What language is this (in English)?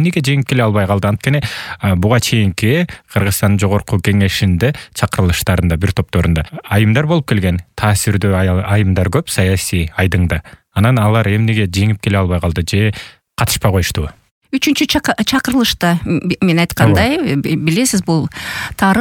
Kyrgyz